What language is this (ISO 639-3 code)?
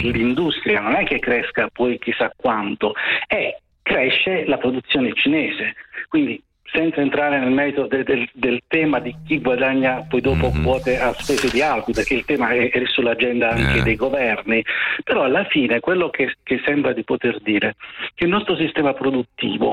ita